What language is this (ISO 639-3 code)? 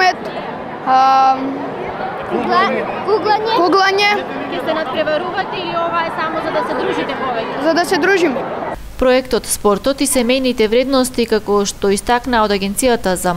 mkd